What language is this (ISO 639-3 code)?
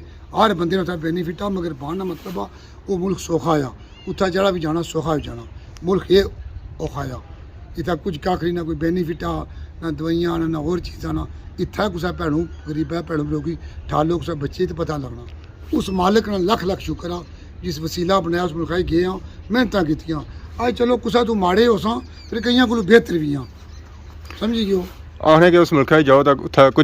phr